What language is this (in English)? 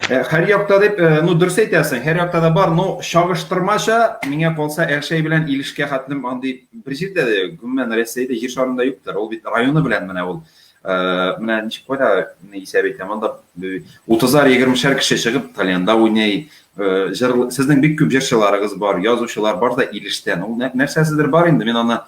Tatar